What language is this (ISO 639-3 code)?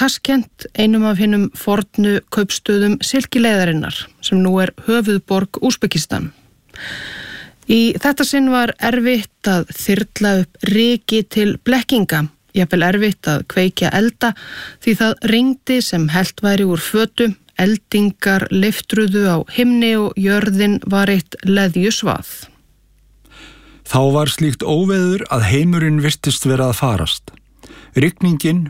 isl